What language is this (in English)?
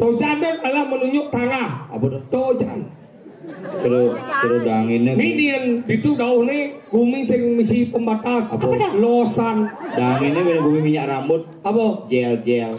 Balinese